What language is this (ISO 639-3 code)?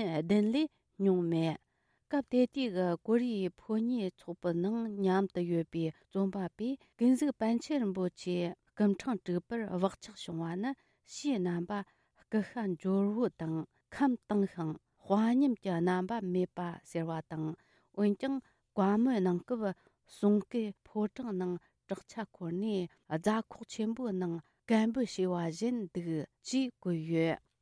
bod